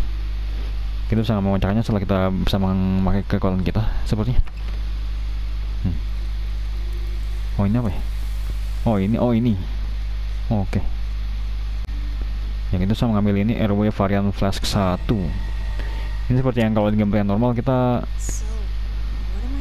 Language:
Indonesian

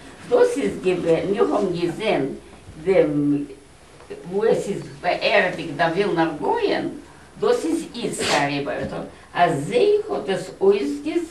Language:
Yiddish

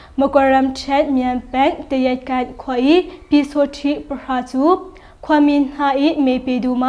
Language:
Hakha Chin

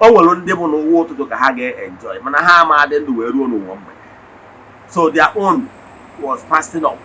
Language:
Igbo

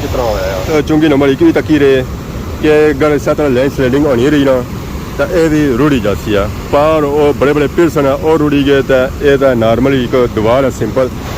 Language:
Pahari-Potwari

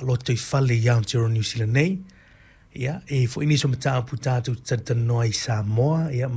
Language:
Samoan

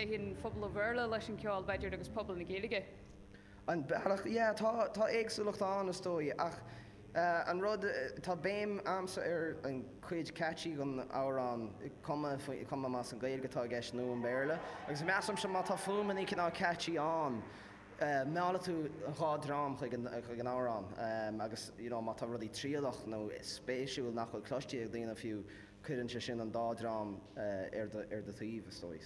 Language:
Irish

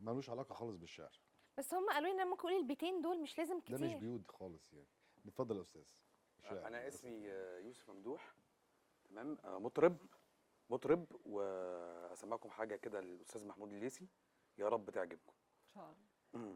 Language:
Egyptian Arabic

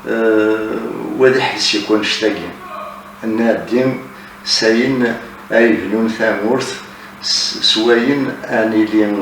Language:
Kabyle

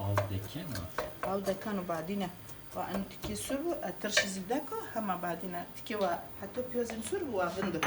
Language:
Zaza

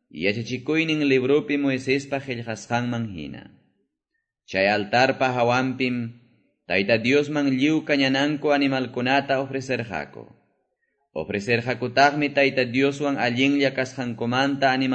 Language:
Quechua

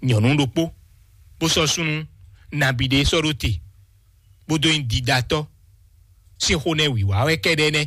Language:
Fon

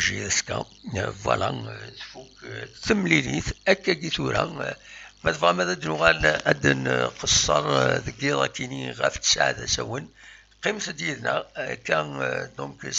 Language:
Kabyle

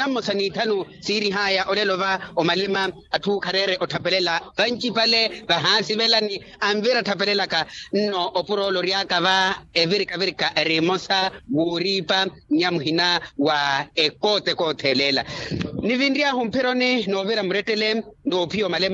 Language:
Makhuwa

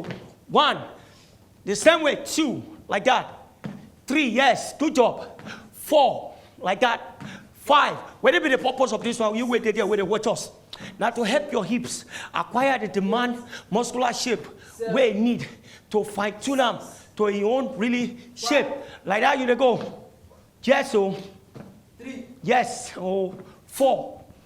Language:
Nigerian Pidgin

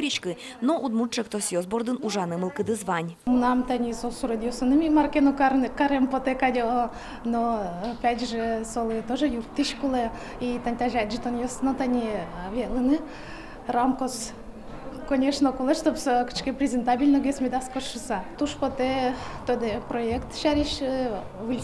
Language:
Udmurt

